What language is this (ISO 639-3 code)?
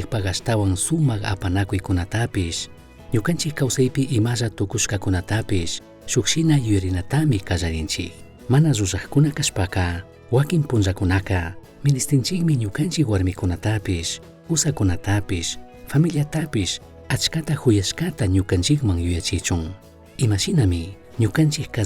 qug